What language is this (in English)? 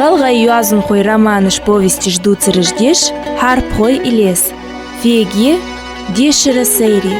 Ingush